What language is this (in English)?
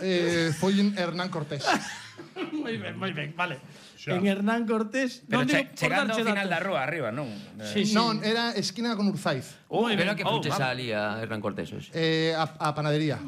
Galician